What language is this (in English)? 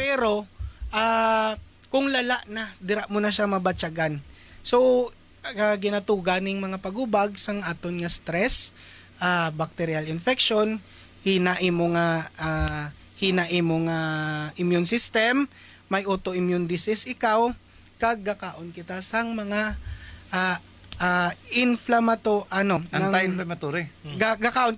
Hiligaynon